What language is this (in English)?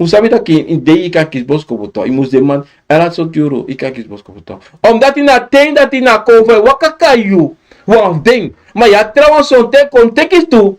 Sranan Tongo